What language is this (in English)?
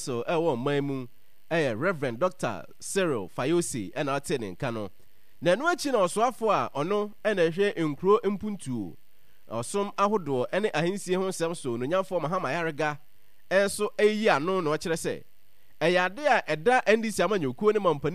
Akan